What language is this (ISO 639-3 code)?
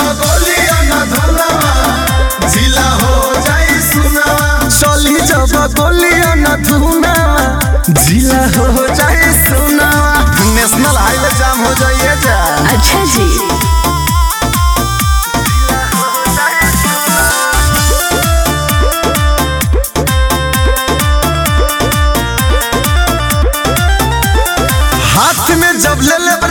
bho